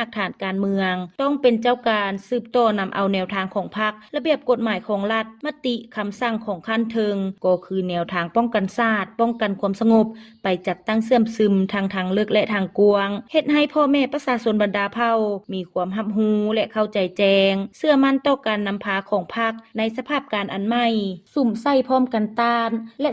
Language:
Lao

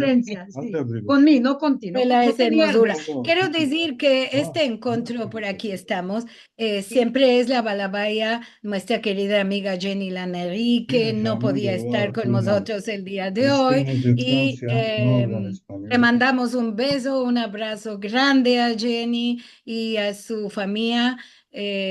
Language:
Ladino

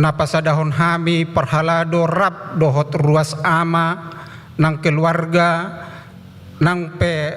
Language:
Batak Toba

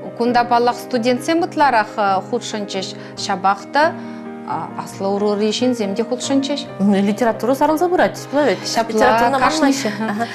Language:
Chuvash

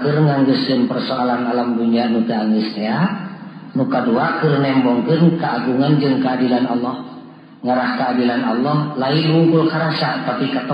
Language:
Sundanese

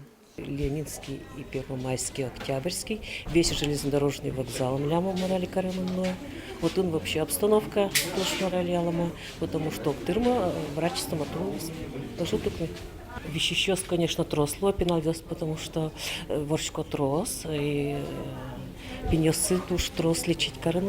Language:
Udmurt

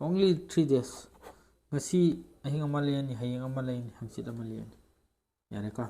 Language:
Manipuri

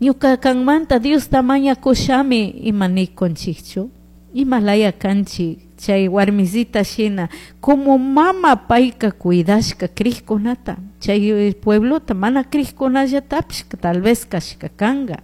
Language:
Chimborazo Highland Quichua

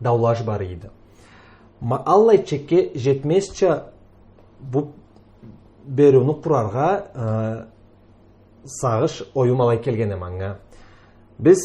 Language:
Karachay-Balkar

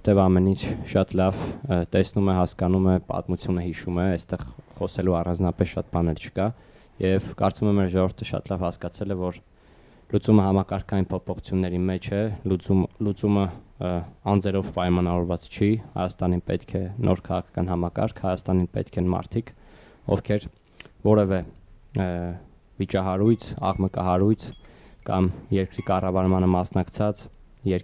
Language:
Armenian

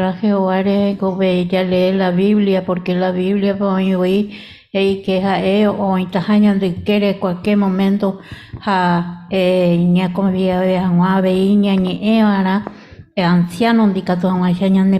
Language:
Guarani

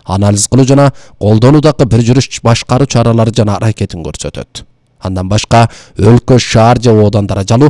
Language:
Kyrgyz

